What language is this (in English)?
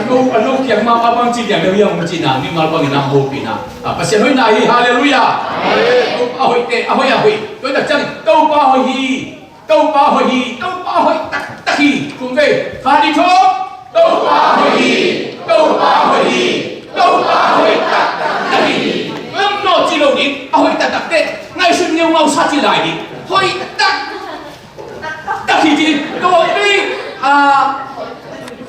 Tedim Chin